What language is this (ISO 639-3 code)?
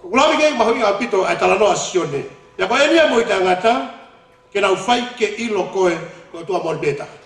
ton